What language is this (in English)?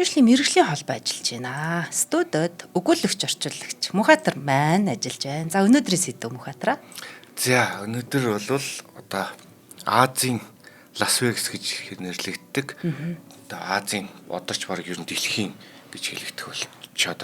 Mongolian